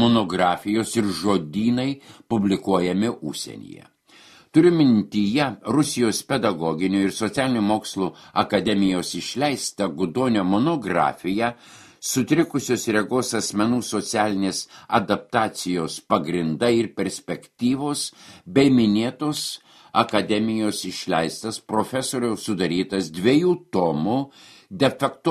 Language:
Lithuanian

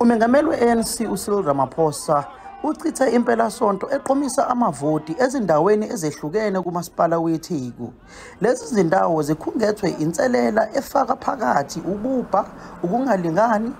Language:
Zulu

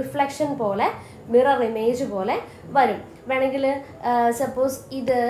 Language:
Malayalam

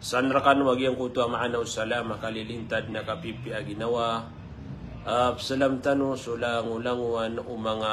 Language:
Maranao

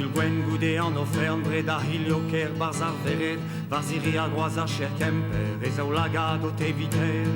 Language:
Breton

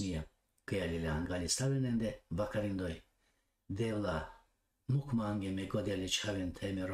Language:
Balkan Romani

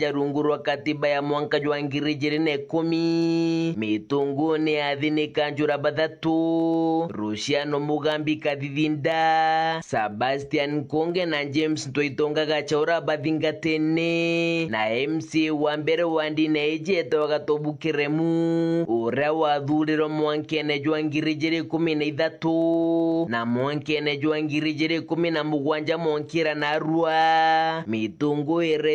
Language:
Meru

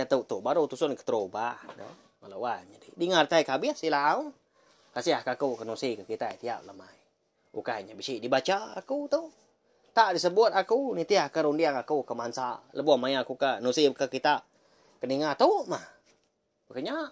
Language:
Iban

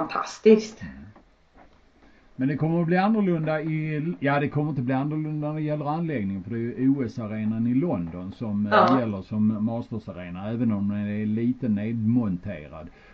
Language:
Swedish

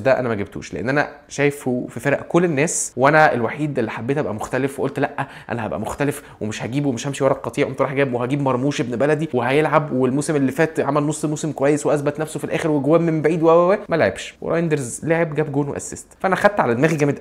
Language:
Egyptian Arabic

